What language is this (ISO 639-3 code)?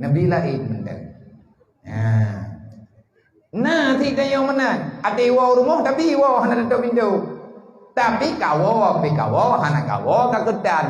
ace